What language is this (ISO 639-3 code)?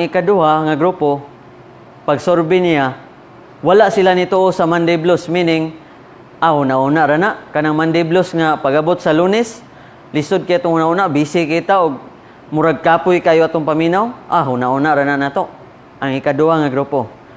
ceb